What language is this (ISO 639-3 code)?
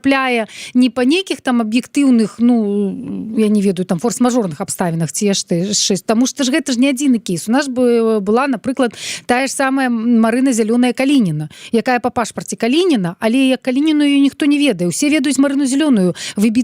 bel